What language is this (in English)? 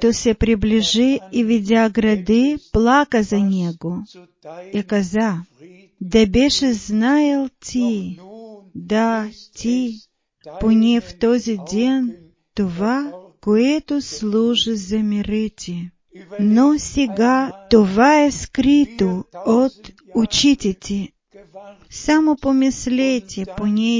Bulgarian